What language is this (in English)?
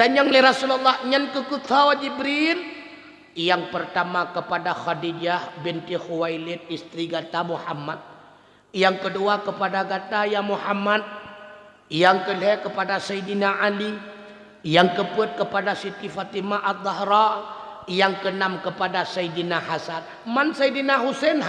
Achinese